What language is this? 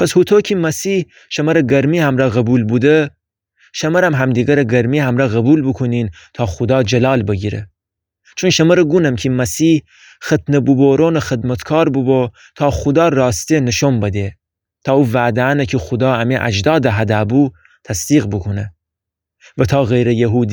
Gilaki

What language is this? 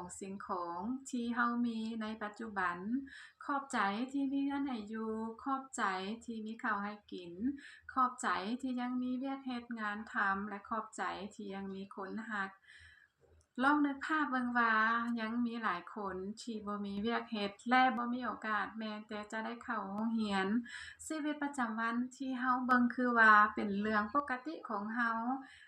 Lao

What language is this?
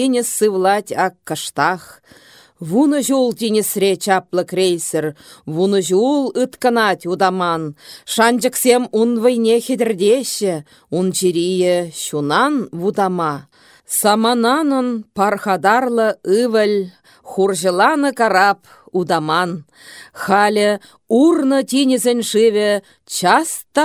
Chuvash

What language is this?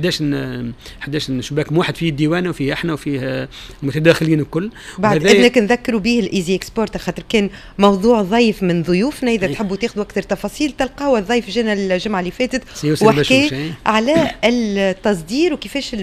Tunisian Arabic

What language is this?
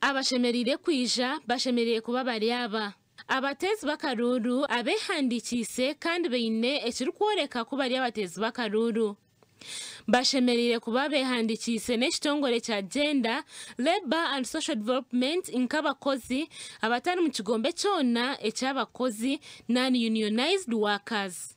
Nyankole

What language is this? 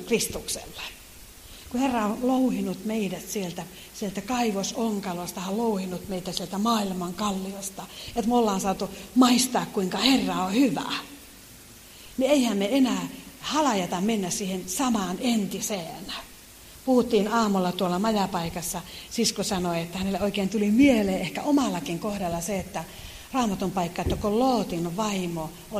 Finnish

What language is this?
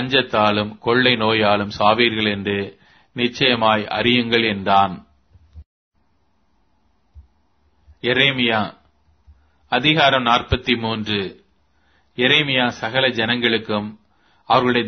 Tamil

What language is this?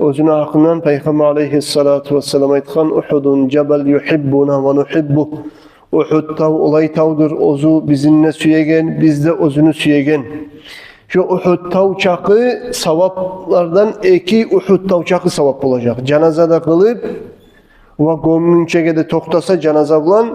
Kumyk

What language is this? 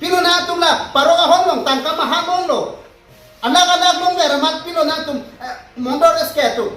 Karbi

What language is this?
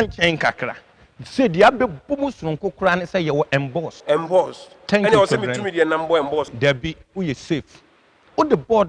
Akan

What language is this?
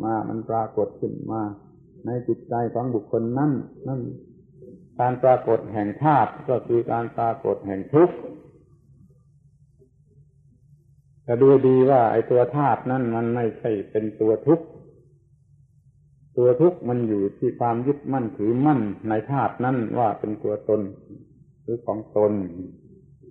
Thai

